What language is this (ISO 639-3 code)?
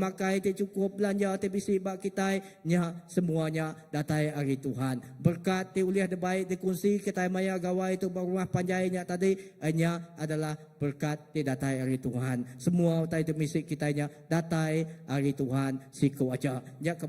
iba